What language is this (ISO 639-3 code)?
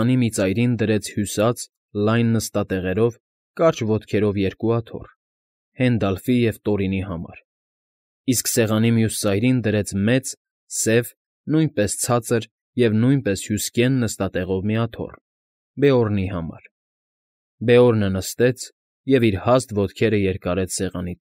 hye